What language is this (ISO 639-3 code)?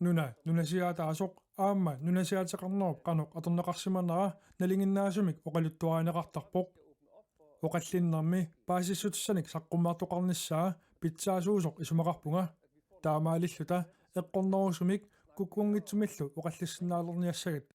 kal